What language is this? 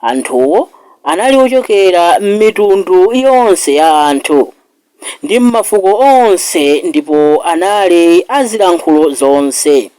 Nyanja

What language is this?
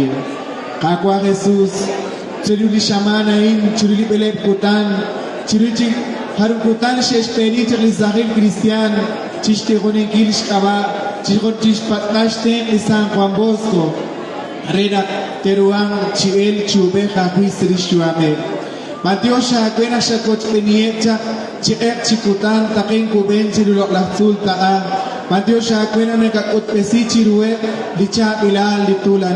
Kekchí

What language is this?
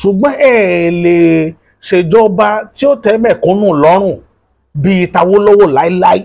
Yoruba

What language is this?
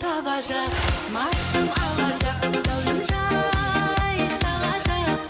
Kara-Kalpak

